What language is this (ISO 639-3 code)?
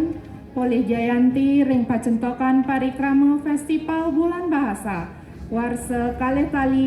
ban